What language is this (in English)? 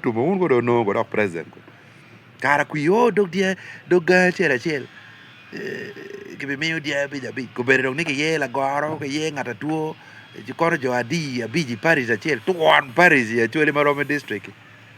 Acoli